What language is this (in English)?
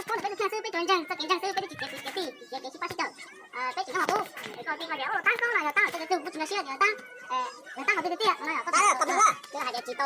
Hmong